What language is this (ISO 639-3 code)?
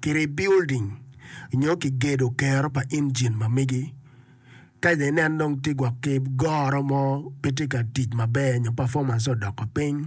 ach